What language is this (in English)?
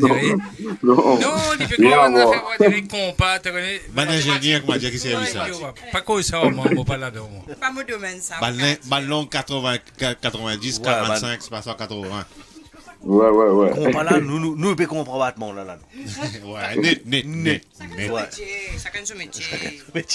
Morisyen